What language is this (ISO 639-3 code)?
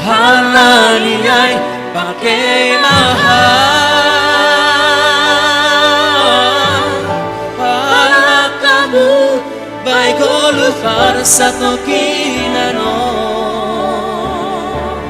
bts